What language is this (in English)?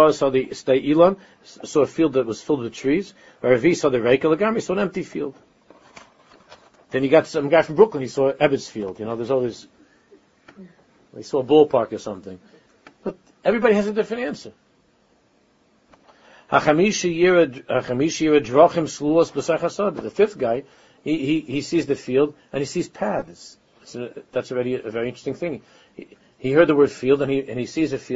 English